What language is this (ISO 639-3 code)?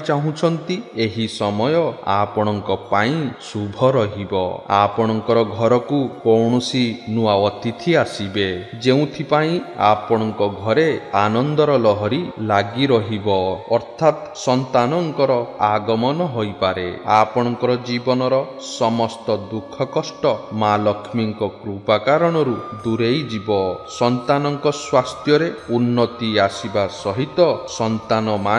ori